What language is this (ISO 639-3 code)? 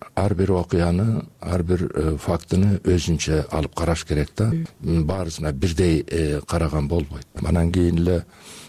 kir